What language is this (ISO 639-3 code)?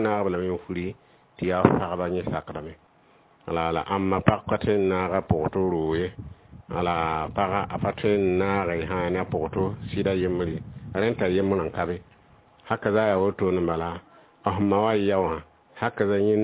mos